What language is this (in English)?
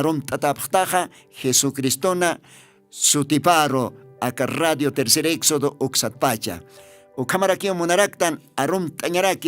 Aymara